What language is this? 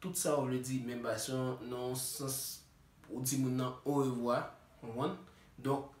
Haitian Creole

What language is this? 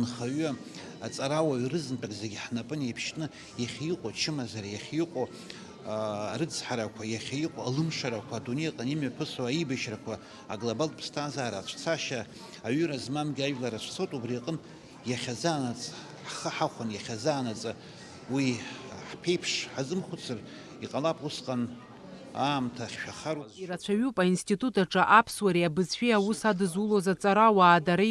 Abkhazian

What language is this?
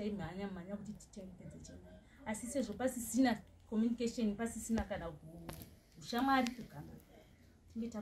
Shona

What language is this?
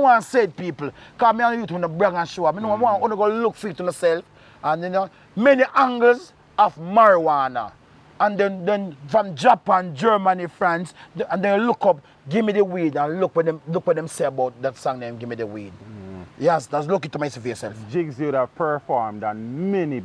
Jamaican Creole English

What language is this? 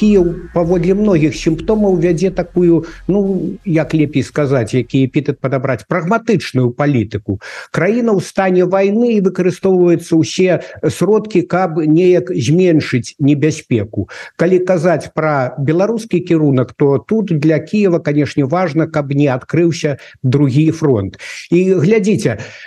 Belarusian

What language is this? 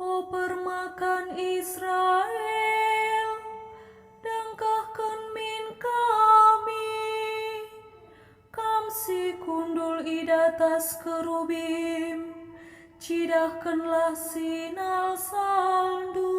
Batak Karo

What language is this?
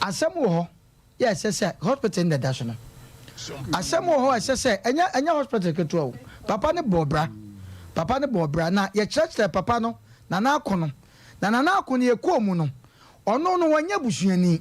Akan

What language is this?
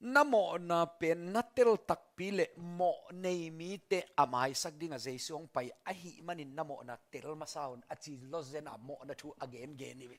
Tedim Chin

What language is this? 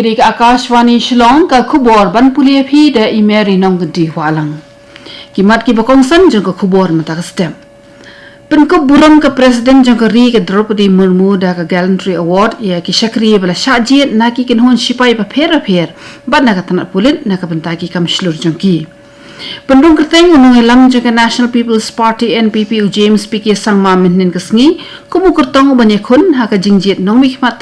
Khasi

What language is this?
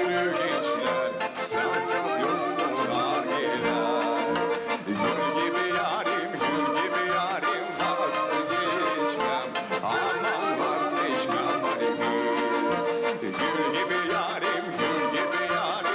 Gagauz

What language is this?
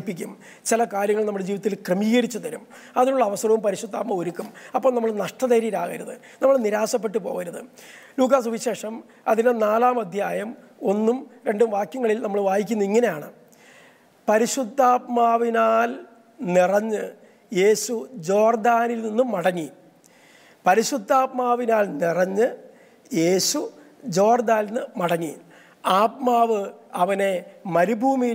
Malayalam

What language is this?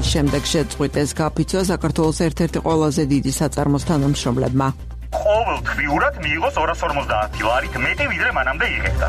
Georgian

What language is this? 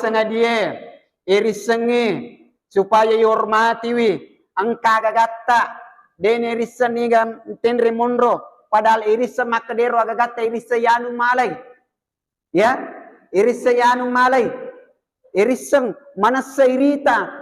Buginese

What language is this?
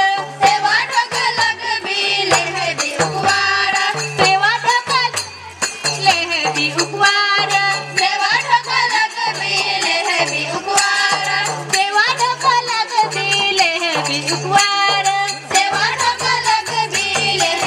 Bhojpuri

